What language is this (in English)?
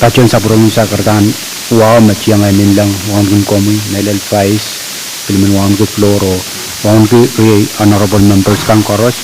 Pohnpeian